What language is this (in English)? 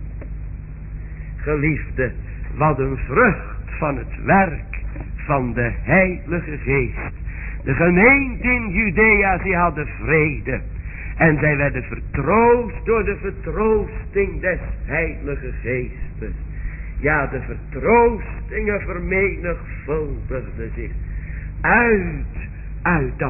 Dutch